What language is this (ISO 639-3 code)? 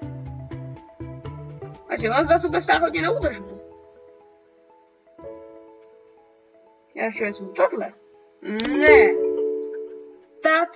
ces